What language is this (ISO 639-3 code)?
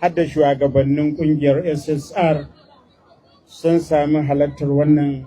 hau